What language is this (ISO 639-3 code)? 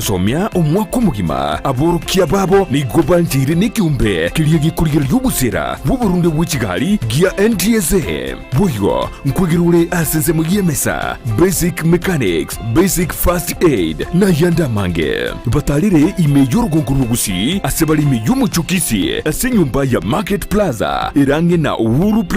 guz